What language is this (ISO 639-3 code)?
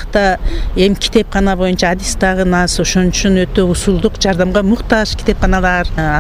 kir